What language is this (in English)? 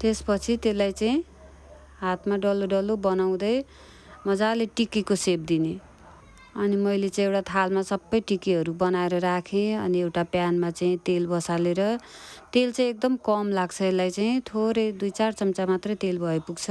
Nepali